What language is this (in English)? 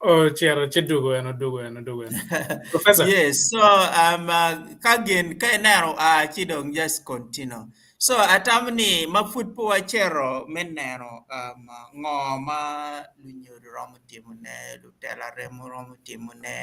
Acoli